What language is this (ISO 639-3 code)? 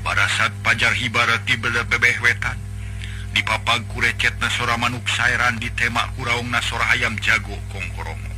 sun